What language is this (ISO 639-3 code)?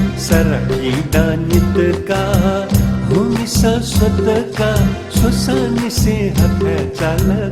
new